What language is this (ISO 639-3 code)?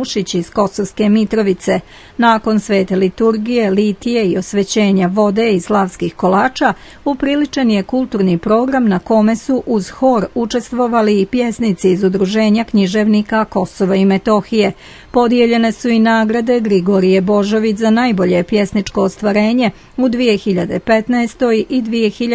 srp